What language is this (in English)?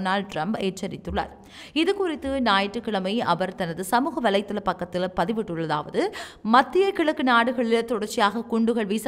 Tamil